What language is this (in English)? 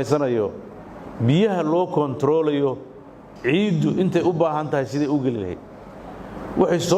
Somali